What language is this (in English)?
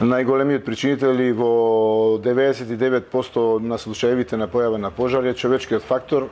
Macedonian